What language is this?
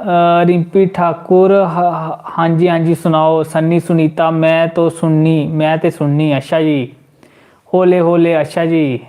Dogri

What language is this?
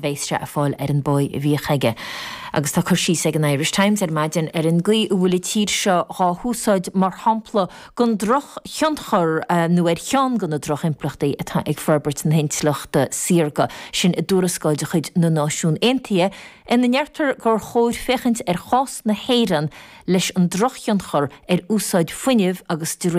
Irish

